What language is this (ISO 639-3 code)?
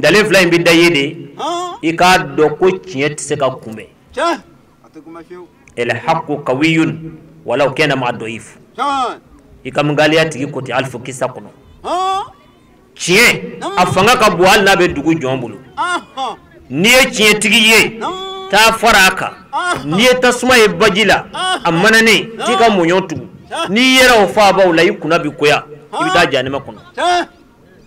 bam